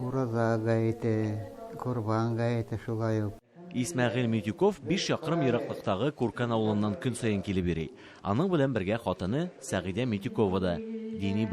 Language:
Tatar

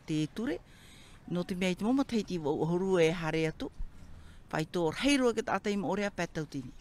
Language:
Tahitian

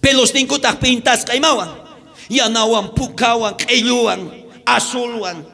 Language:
South Bolivian Quechua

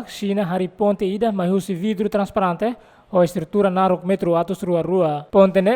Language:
Tetum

